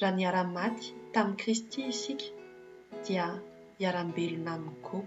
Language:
Malagasy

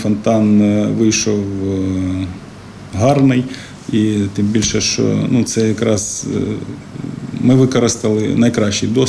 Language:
Ukrainian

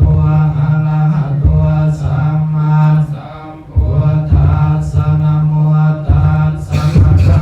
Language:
Pali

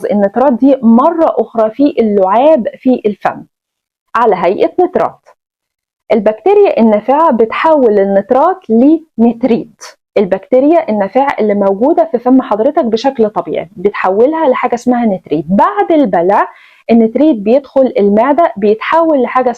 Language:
Egyptian Arabic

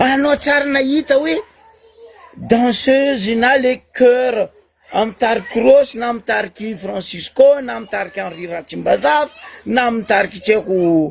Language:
Malagasy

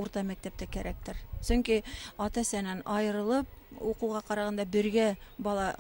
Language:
Bashkir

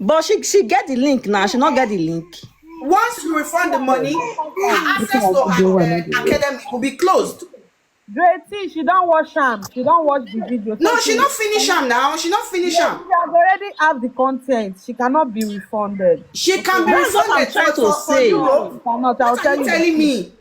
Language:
Nigerian Pidgin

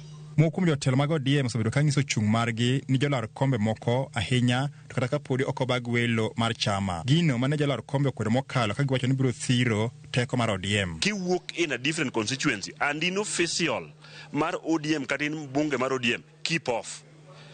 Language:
Luo (Kenya and Tanzania)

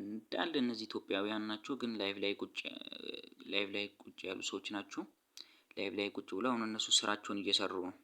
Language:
Amharic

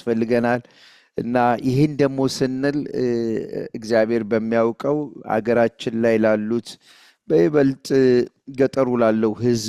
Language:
Amharic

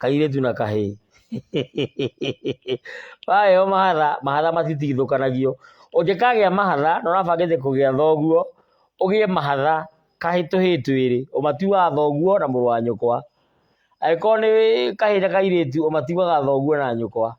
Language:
Kikuyu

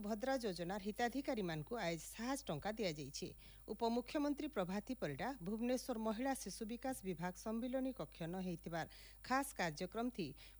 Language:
Odia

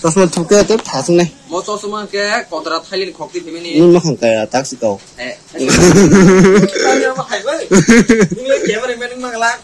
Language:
Kok Borok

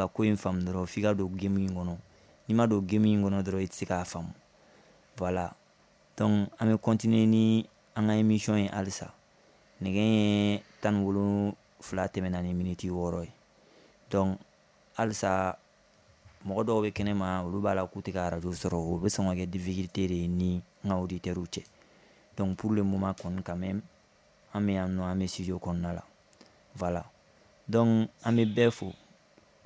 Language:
Bambara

